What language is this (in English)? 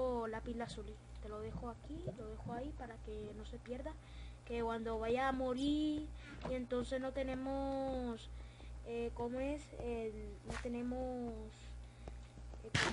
Spanish